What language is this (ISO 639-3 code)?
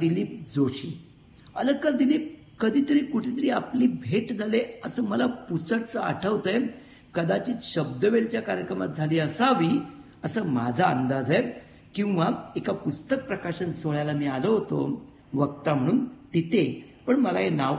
mar